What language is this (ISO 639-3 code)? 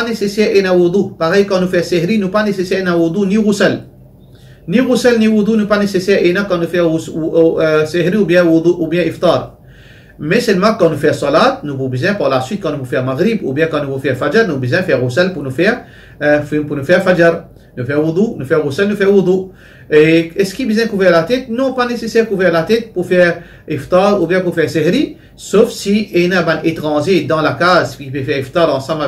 mfe